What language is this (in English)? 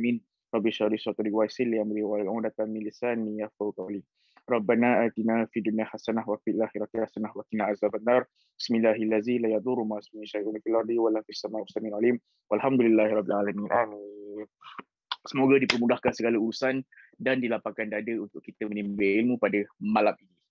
Malay